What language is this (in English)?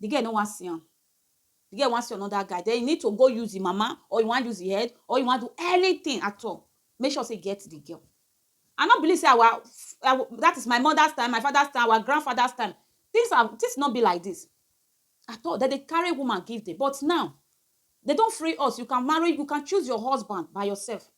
Nigerian Pidgin